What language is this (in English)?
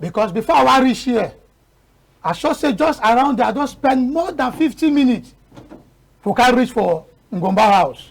Cameroon Pidgin